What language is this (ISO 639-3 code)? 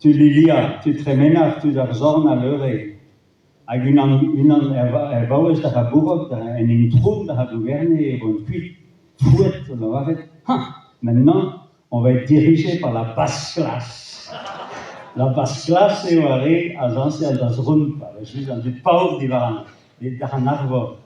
bre